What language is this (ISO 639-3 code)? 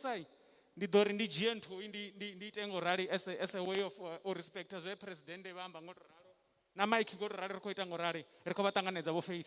ven